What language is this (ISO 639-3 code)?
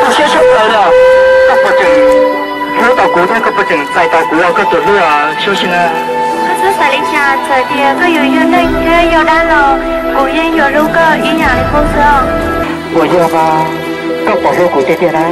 hmn